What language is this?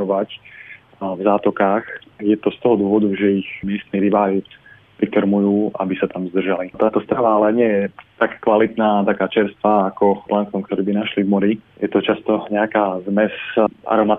Slovak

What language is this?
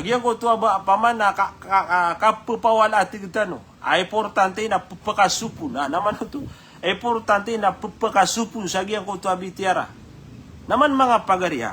Maranao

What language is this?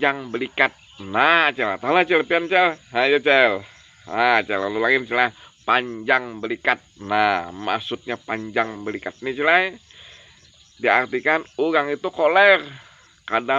Banjar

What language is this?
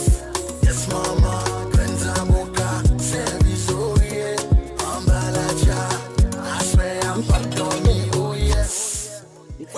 Haitian Creole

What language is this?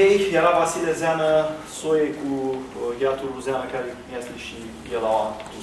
Romanian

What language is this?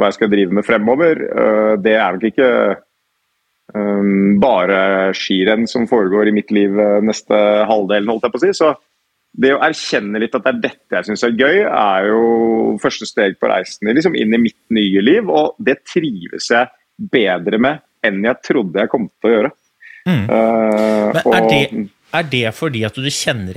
Norwegian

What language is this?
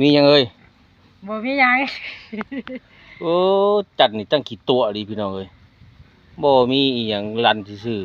Lao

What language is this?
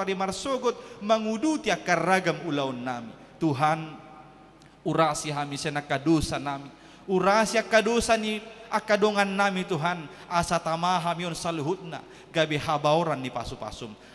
Batak Toba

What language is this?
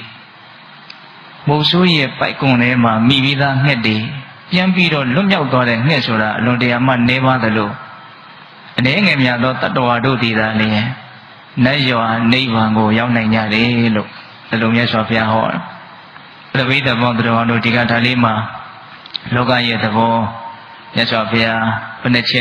Burmese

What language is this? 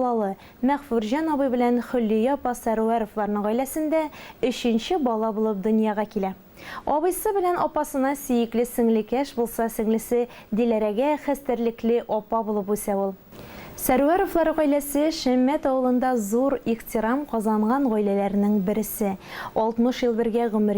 Tatar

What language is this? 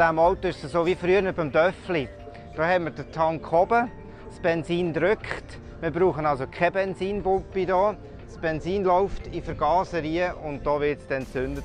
Swiss German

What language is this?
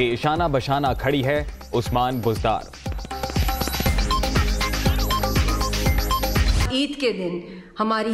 Urdu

